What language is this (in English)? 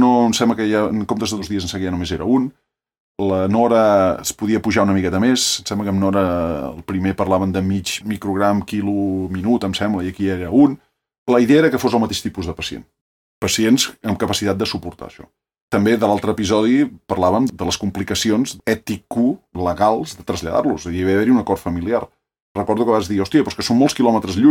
Catalan